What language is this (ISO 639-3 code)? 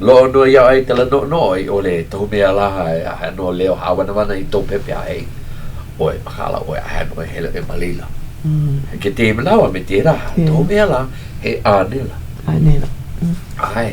haw